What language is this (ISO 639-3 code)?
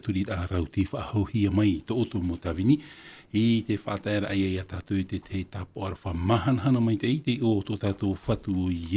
tah